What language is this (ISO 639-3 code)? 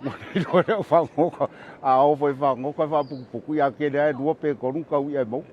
smo